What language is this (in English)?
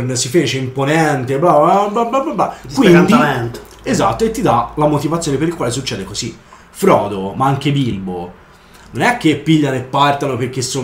Italian